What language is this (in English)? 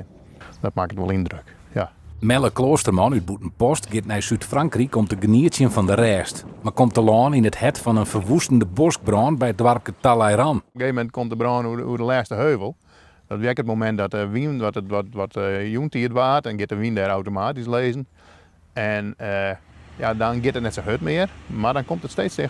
Western Frisian